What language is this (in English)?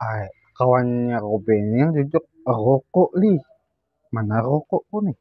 Banjar